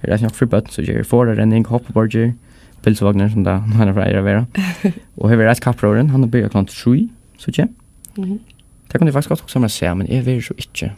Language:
Faroese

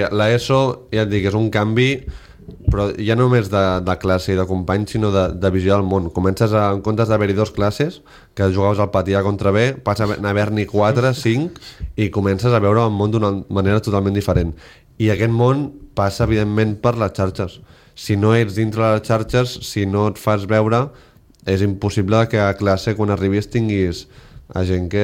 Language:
Catalan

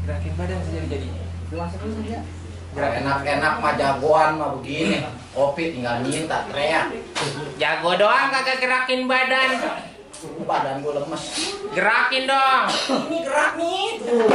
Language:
Betawi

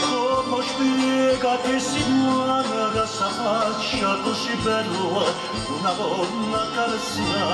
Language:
Neapolitan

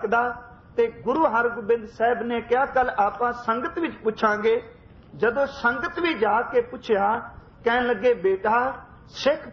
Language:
Punjabi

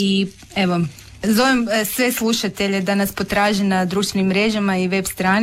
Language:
Croatian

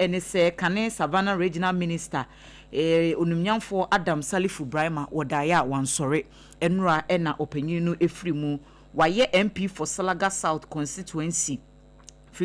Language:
Akan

